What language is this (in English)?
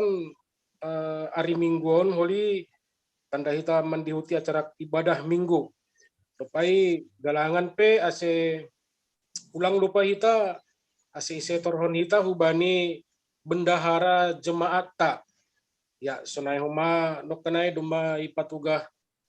Batak Simalungun